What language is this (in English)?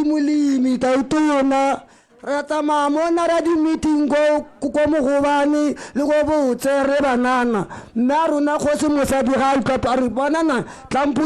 Tswana